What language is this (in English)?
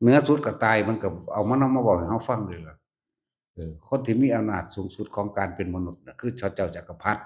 Northeastern Thai